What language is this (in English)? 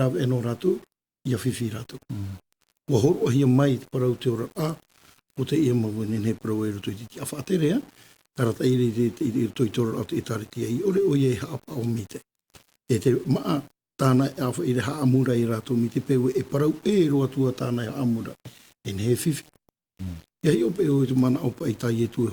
Tahitian